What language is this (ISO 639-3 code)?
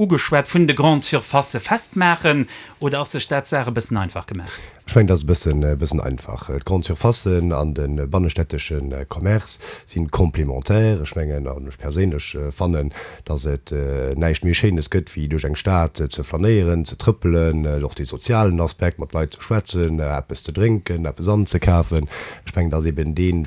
ltz